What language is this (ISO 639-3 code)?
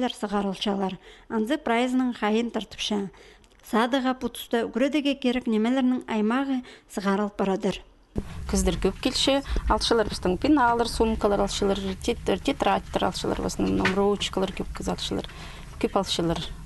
kjh